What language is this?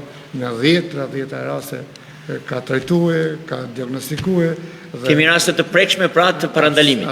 Albanian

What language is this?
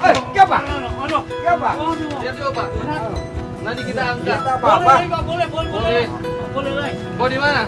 Manado Malay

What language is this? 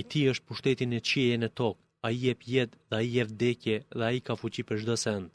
Albanian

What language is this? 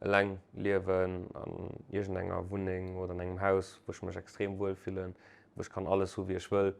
Luxembourgish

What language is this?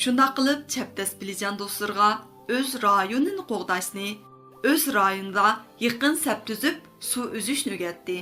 Uyghur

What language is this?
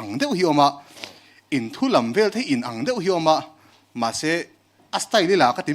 Mizo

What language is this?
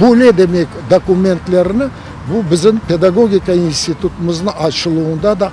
Crimean Tatar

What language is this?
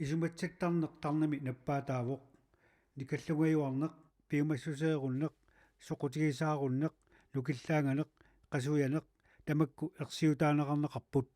Kalaallisut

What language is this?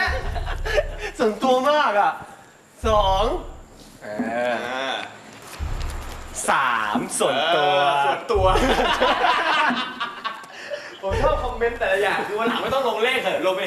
Thai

